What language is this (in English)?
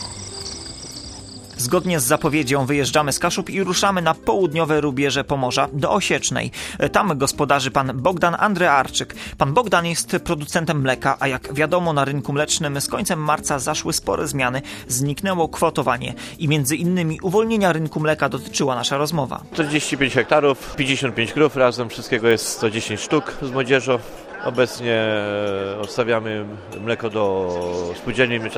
Polish